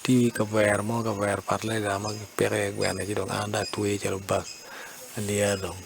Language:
Acoli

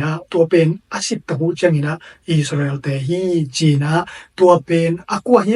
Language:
Tedim Chin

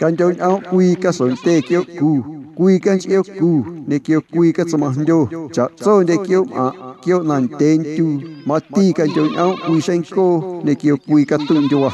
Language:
Guerrero Amuzgo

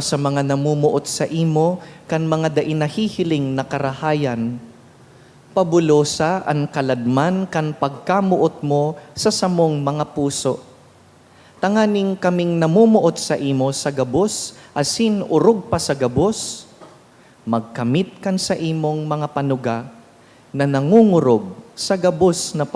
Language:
Bikol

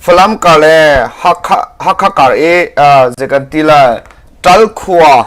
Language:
Hakha Chin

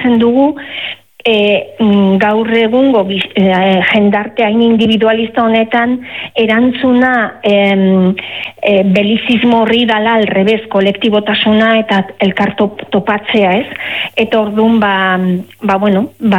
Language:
Basque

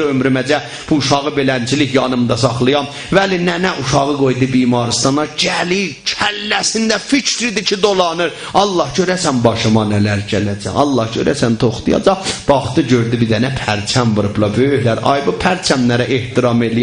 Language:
South Azerbaijani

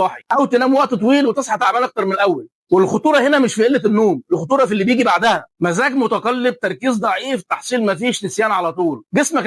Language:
Egyptian Arabic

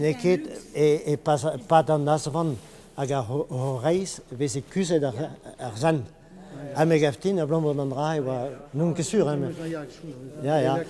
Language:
Breton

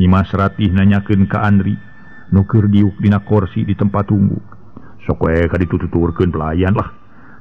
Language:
Sundanese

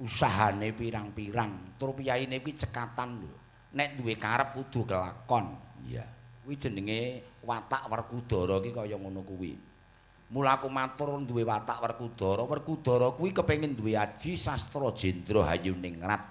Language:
Javanese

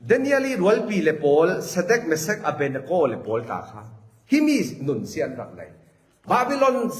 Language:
Falam Chin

